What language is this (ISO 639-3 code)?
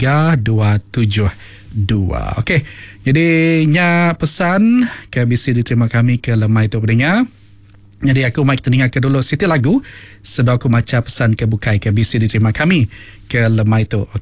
iba